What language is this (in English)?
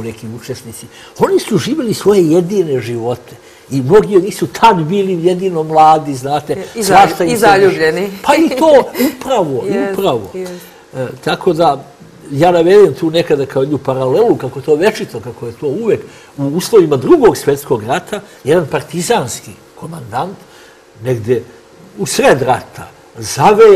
Serbian